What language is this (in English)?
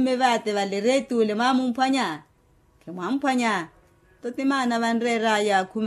Makhuwa